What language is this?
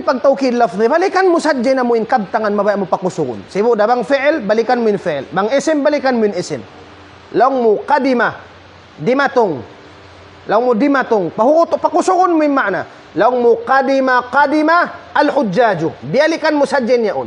Tausug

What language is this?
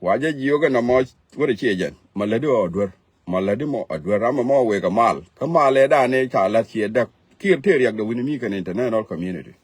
Nuer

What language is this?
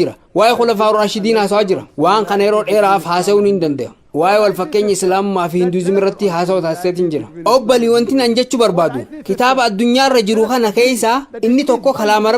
Oromo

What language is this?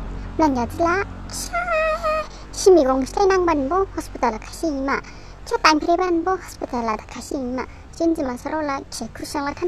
Dimasa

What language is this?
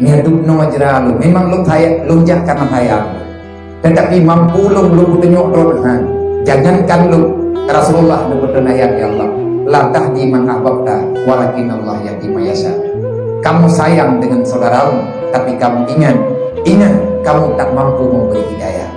Achinese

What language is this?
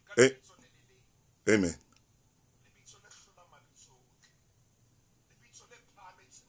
Southern Sotho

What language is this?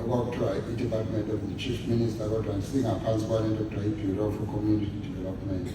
Zulu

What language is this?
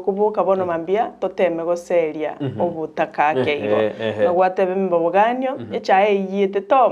Gusii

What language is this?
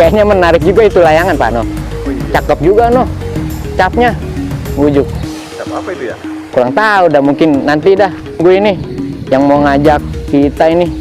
Betawi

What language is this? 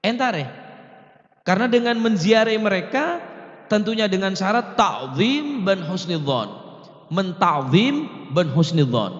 Madurese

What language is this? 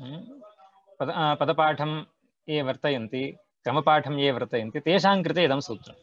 Sanskrit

